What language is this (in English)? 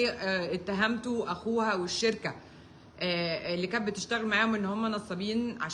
Egyptian Arabic